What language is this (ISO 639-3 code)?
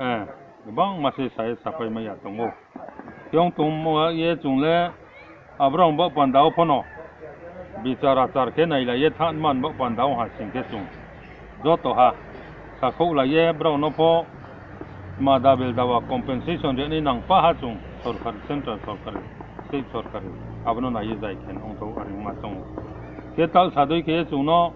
ria